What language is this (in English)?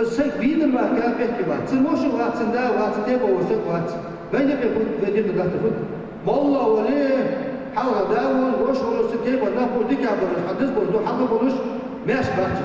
Ingush